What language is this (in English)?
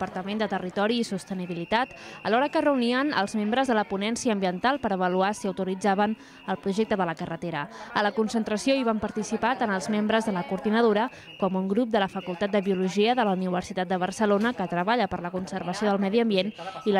Catalan